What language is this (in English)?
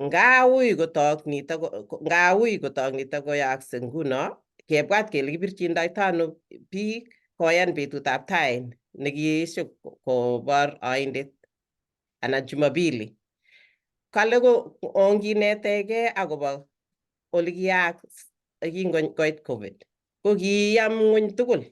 Kalenjin